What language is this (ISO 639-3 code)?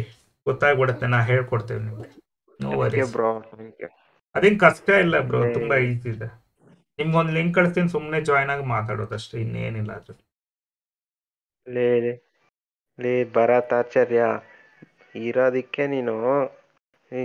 kan